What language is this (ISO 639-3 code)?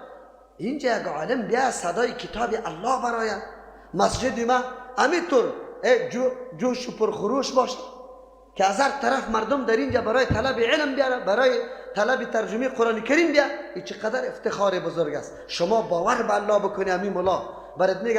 fas